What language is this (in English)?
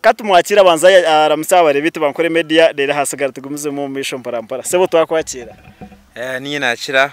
Nyankole